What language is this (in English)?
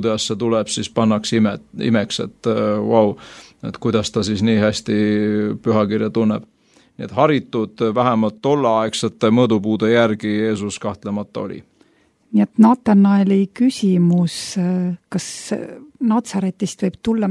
Estonian